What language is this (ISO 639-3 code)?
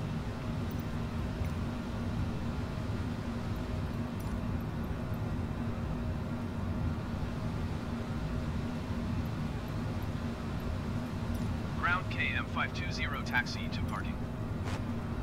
eng